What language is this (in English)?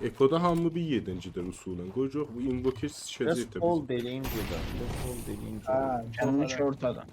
South Azerbaijani